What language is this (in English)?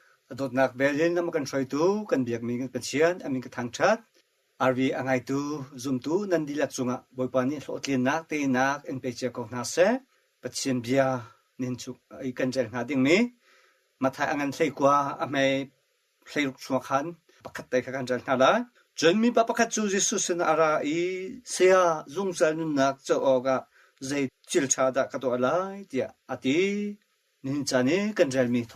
Hakha Chin